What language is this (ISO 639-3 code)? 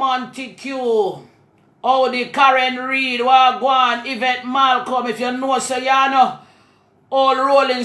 jam